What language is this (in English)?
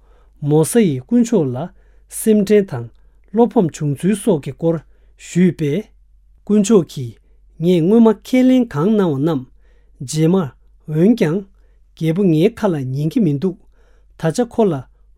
Tibetan